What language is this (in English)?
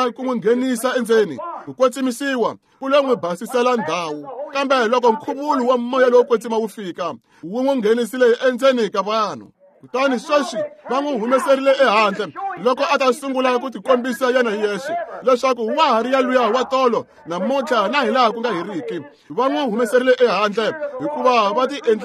Tsonga